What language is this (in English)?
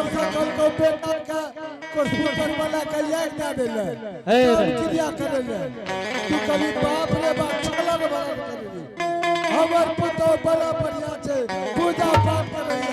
Angika